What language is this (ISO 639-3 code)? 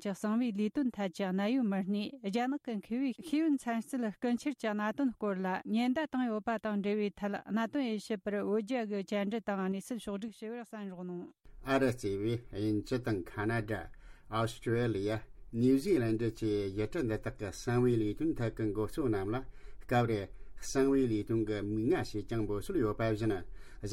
bod